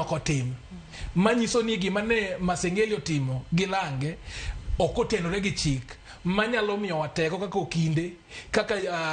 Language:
Luo (Kenya and Tanzania)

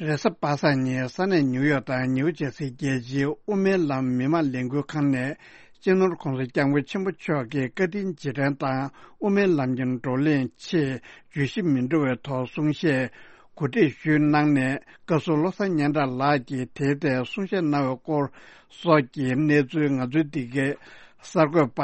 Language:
Tibetan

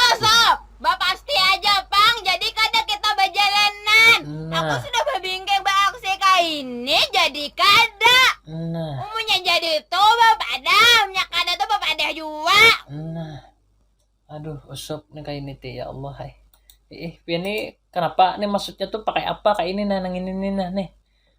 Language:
Banjar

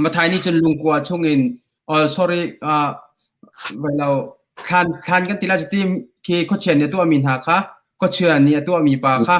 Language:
Hakha Chin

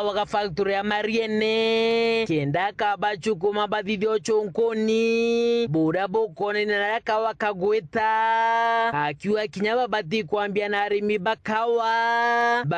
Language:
Meru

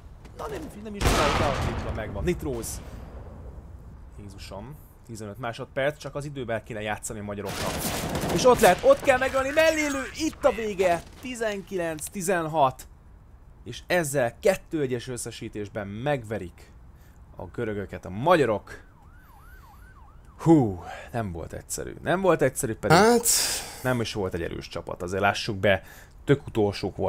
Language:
Hungarian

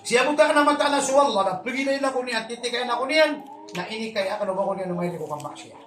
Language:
Maranao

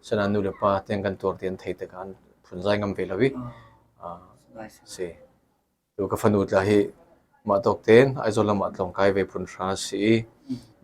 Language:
Falam Chin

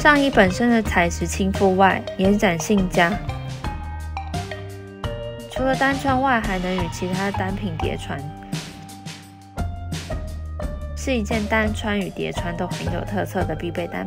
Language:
Chinese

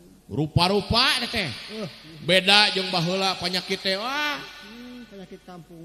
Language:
Sundanese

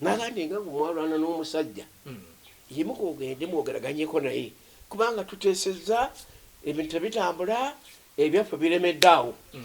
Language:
Ganda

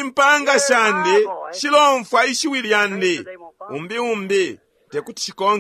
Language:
Bemba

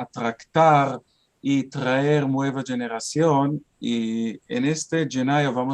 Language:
Ladino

